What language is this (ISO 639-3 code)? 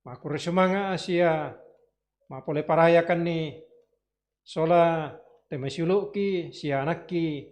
sda